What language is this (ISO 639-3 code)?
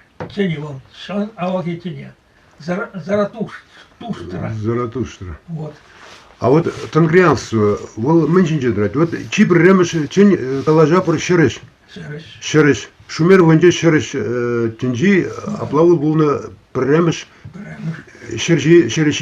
chv